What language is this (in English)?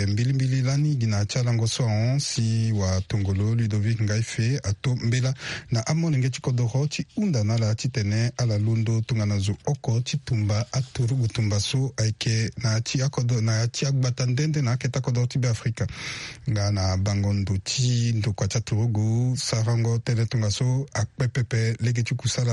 Sango